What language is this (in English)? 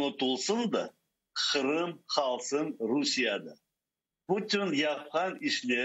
Crimean Tatar